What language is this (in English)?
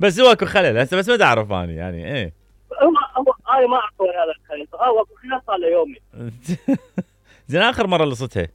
Mesopotamian Arabic